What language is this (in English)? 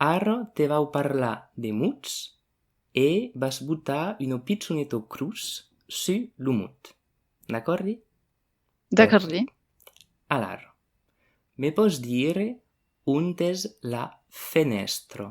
Occitan